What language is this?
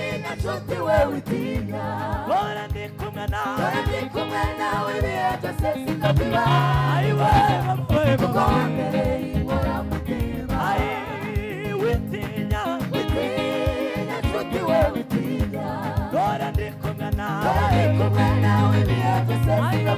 Kinyarwanda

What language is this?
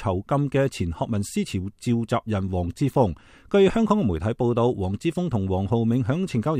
Cantonese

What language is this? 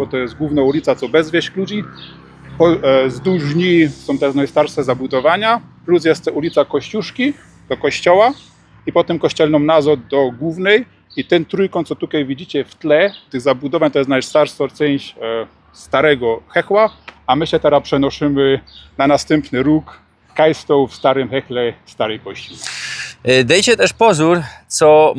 Silesian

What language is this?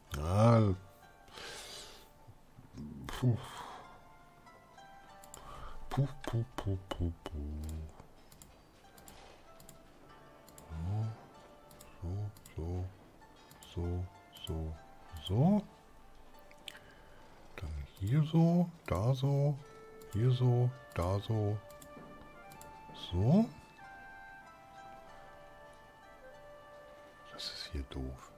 German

